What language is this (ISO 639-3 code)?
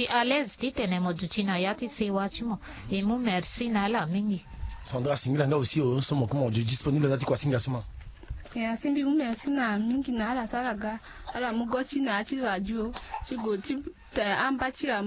sag